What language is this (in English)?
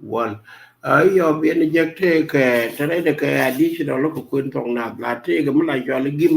Nuer